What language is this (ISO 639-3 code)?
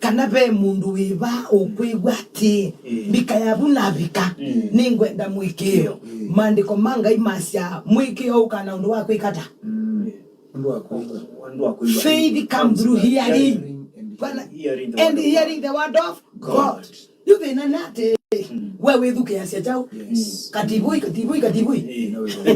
kam